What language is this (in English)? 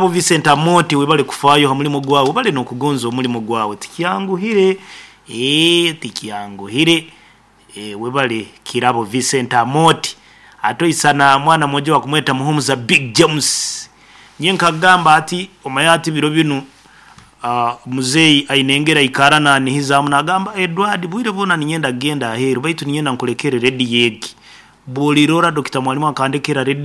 Nyoro